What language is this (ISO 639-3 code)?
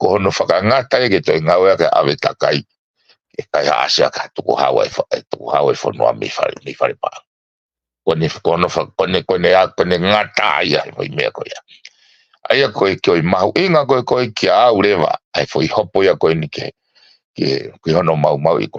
ton